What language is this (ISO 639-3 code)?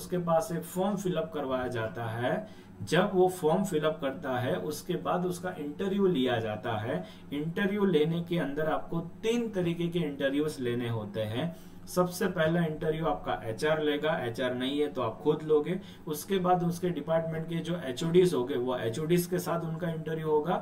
hin